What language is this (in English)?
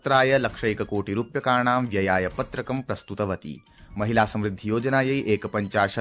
Sanskrit